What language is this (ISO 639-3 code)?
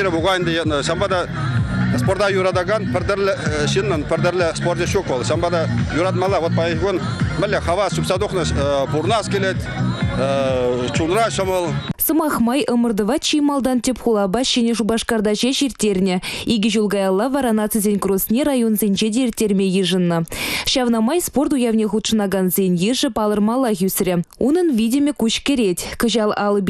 chv